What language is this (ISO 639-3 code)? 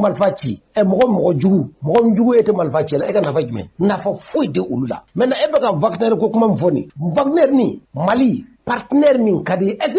bam